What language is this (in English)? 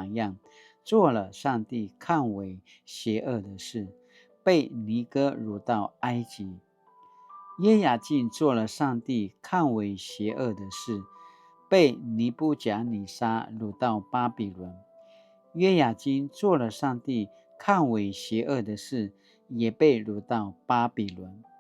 Paiwan